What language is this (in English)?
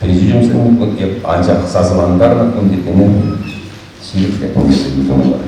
Chuvash